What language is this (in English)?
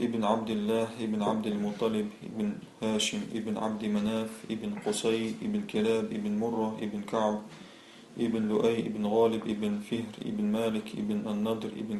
Chechen